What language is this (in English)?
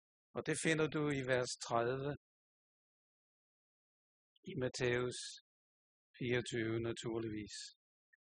Danish